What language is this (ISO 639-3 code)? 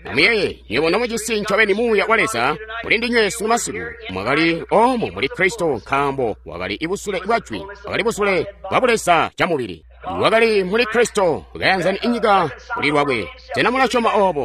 toi